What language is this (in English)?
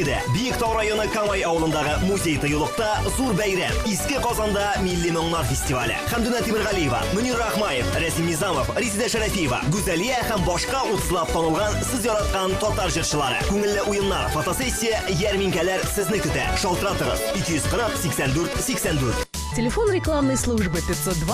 Tatar